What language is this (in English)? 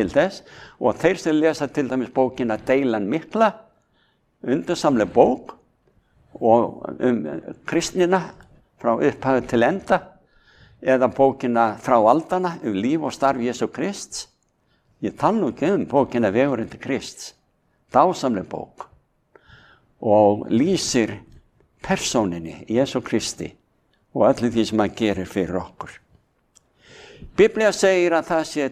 Icelandic